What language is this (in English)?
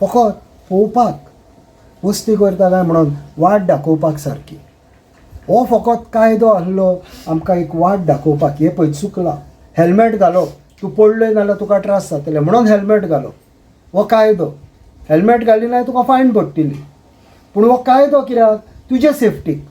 Konkani